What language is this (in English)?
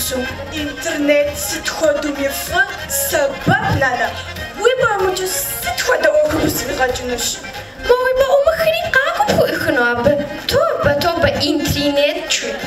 Kabardian